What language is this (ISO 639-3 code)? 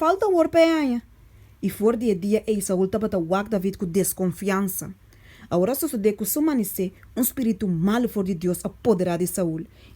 pap